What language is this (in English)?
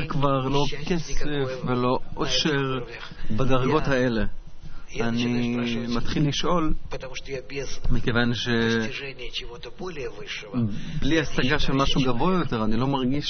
Hebrew